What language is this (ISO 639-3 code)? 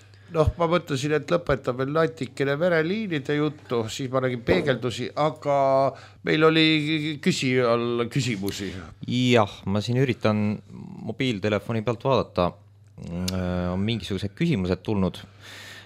est